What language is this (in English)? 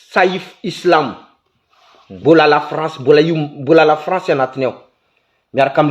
Malagasy